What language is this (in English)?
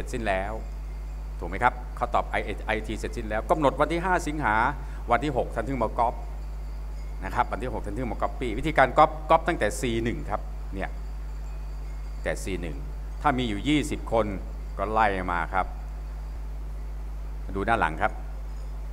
Thai